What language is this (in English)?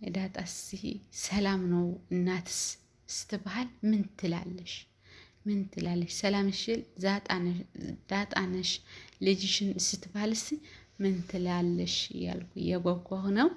Amharic